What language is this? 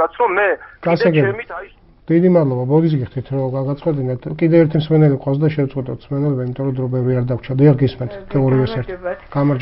Georgian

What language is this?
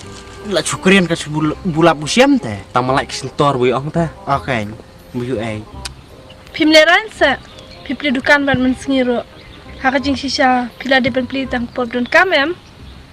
Khasi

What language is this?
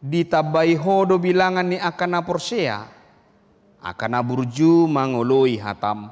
Batak Toba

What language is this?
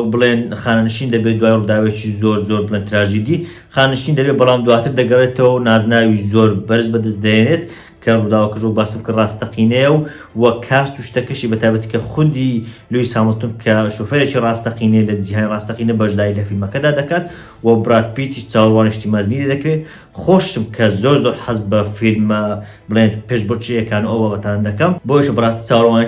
Central Kurdish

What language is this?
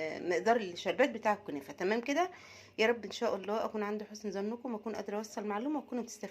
Egyptian Arabic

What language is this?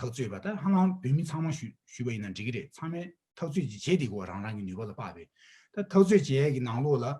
Tibetan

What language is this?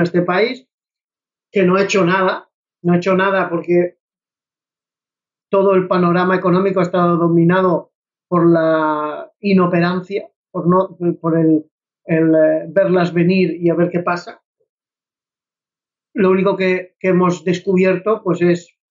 Spanish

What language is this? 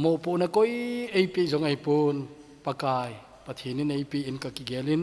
Thado Chin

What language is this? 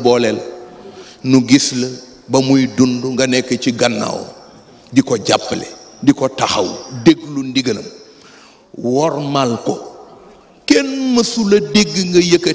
Wolof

